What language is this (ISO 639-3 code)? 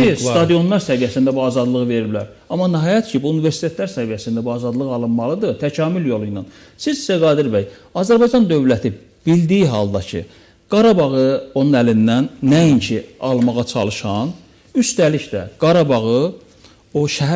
aze